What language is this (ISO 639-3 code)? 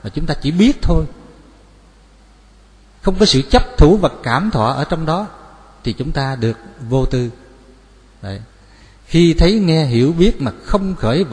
vie